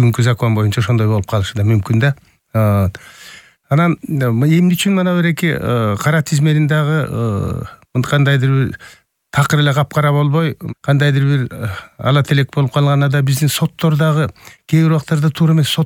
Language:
Kyrgyz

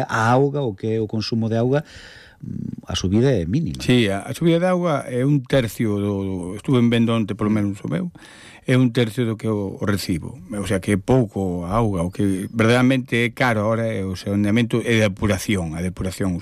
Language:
Galician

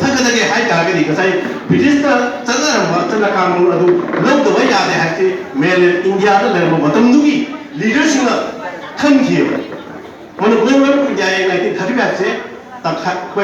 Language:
Manipuri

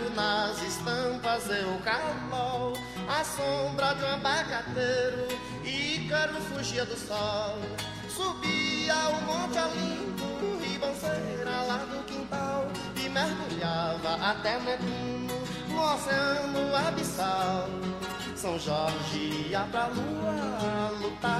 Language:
Portuguese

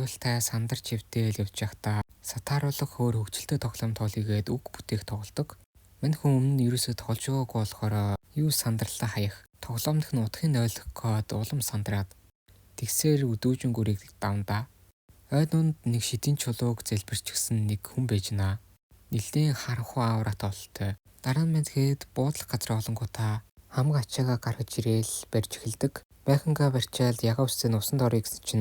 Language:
Mongolian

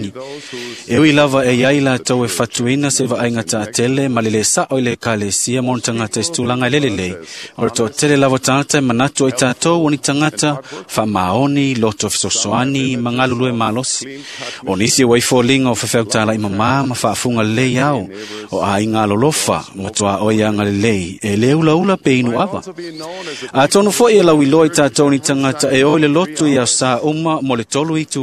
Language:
Samoan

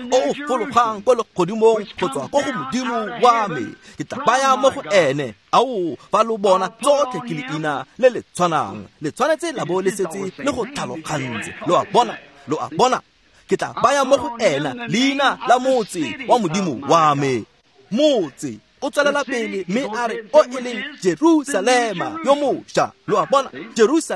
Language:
Tswana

